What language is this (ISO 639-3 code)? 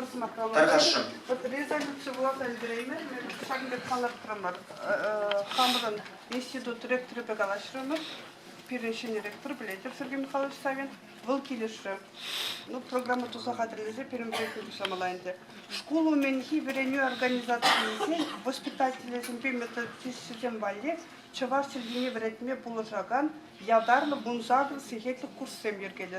chv